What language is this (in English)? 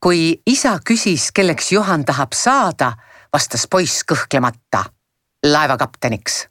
Estonian